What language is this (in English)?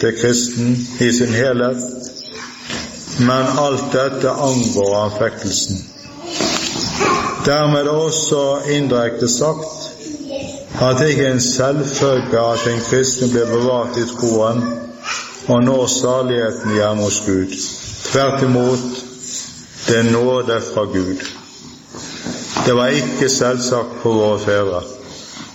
Norwegian